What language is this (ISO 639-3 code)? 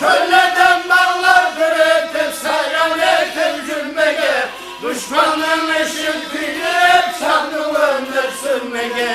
kaa